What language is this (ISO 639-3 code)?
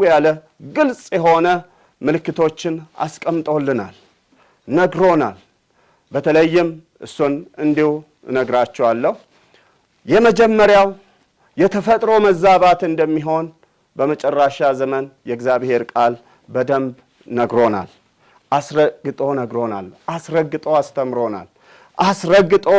amh